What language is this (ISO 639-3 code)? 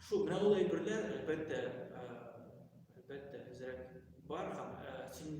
tat